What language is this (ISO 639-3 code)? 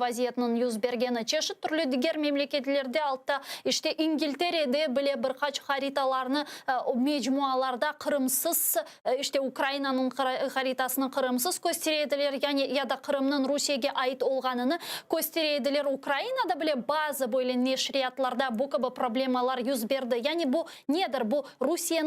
crh